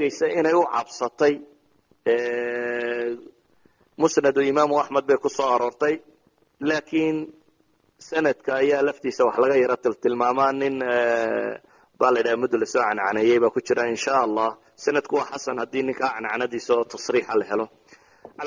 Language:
Somali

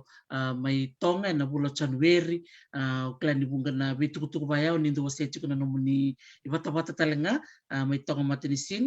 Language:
Fijian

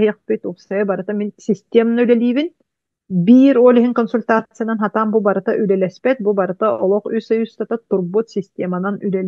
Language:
Yakut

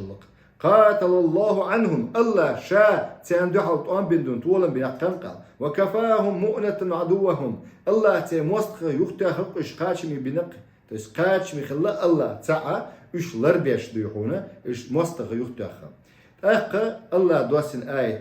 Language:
Chechen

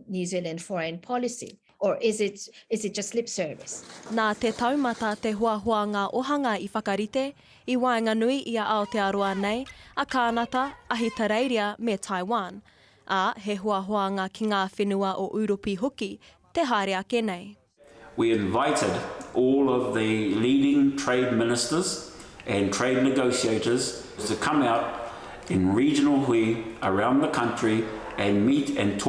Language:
Māori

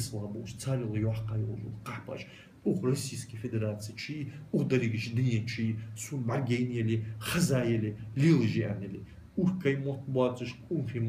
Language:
Ingush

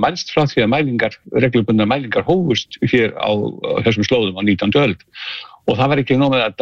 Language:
Icelandic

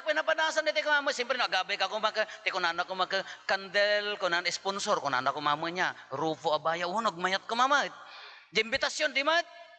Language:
Iloko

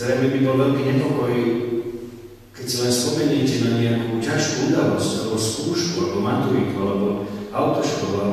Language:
Slovak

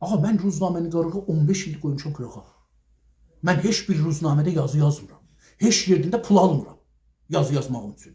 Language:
South Azerbaijani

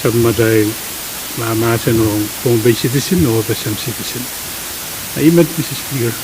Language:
Pohnpeian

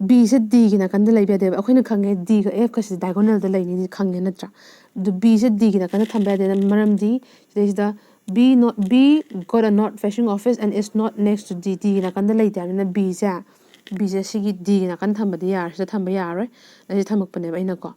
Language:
Manipuri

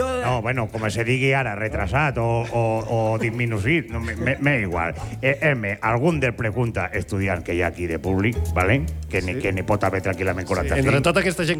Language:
Catalan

